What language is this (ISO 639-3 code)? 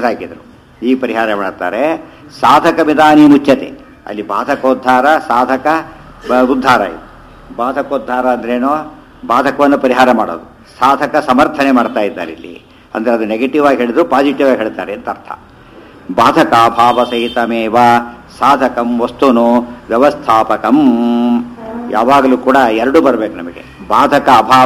kan